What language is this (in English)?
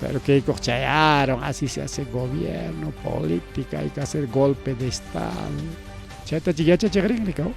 Ayacucho Quechua